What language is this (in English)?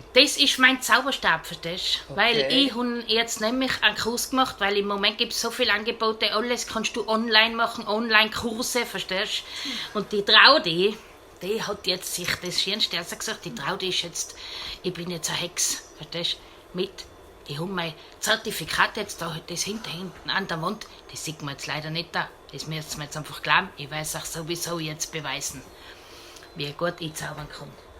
Bavarian